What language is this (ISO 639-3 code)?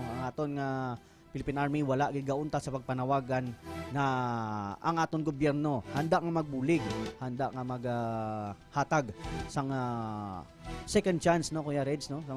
hil